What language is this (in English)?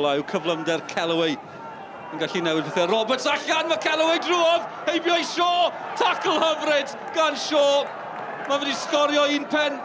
Welsh